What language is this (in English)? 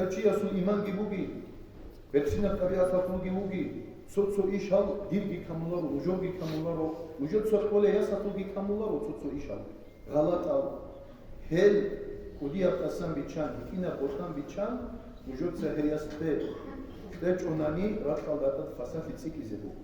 Avaric